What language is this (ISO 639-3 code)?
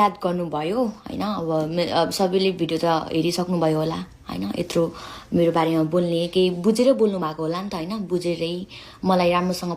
nep